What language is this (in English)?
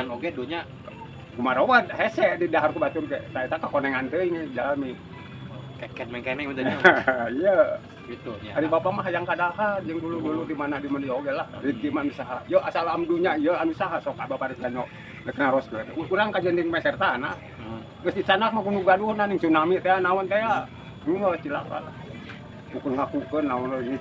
Sundanese